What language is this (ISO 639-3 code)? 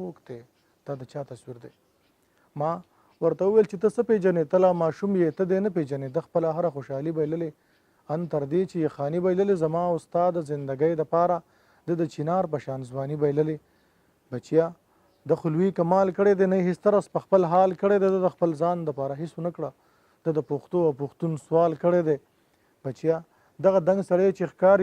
pus